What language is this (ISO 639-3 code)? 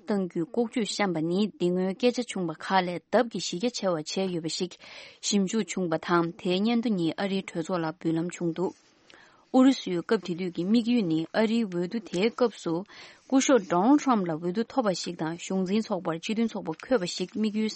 bod